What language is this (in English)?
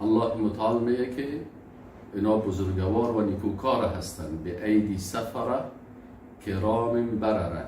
Persian